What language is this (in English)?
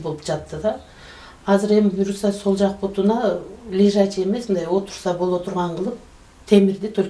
Kyrgyz